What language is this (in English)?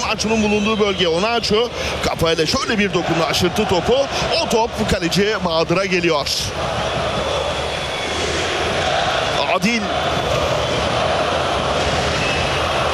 Turkish